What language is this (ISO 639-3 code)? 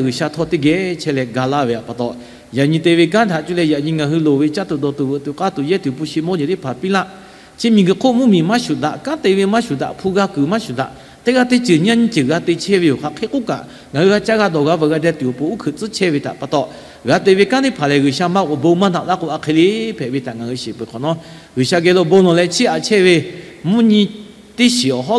lhu